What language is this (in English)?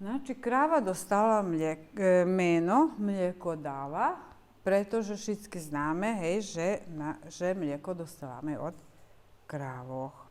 Rusyn